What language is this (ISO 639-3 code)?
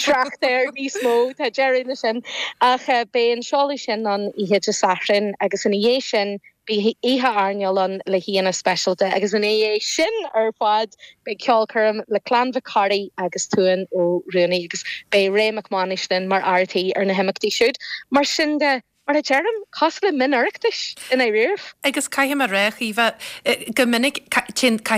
gle